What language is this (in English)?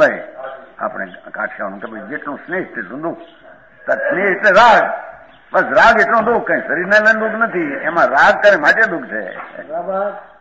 Gujarati